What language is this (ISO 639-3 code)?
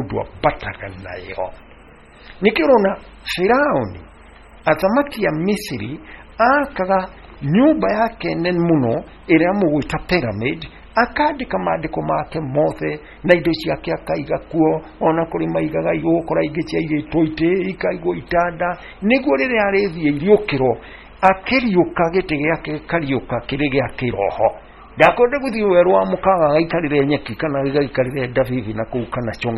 kik